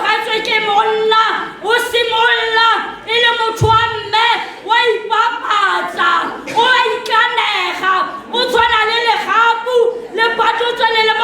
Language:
Tswana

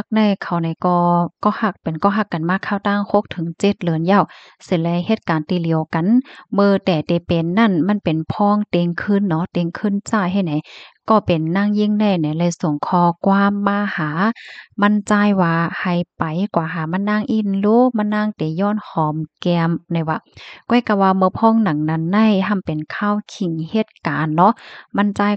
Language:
Shan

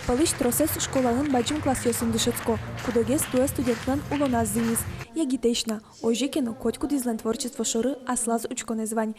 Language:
Udmurt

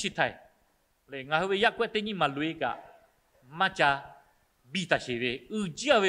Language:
Lahu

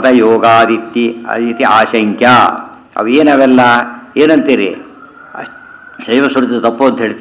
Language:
Kannada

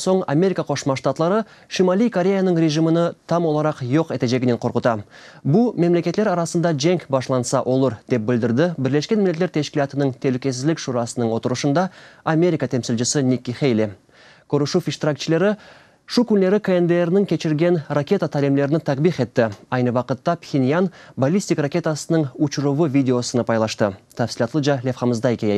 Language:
Crimean Tatar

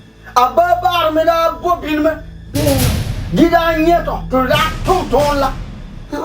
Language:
Frafra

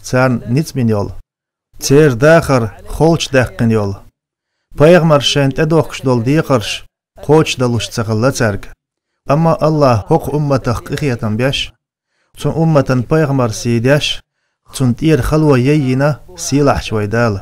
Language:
Chechen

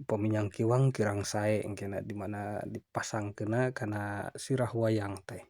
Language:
Sundanese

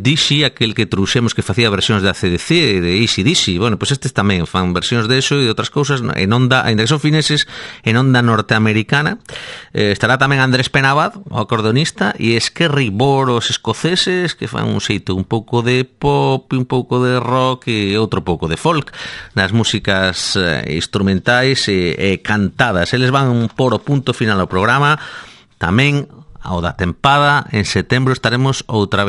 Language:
Galician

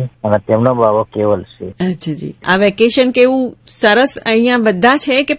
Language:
Gujarati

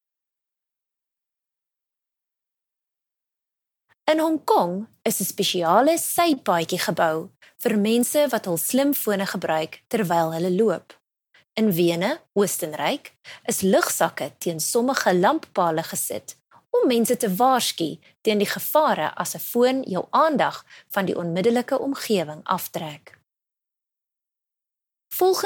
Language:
Afrikaans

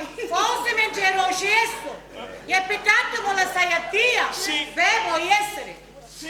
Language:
Sicilian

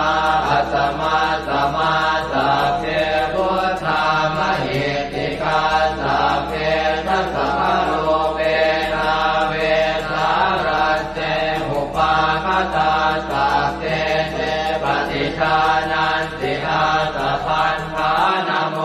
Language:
Pali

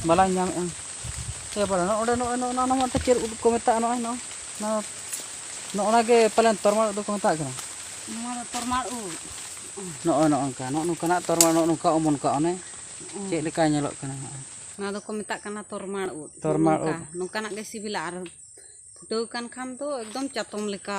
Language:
Santali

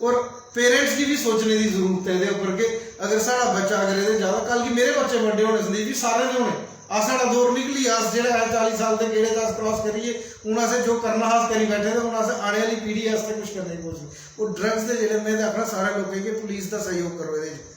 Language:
Dogri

